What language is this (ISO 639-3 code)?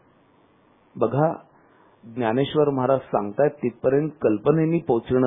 mar